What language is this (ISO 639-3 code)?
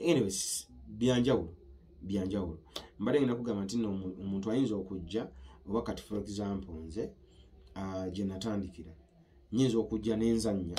lug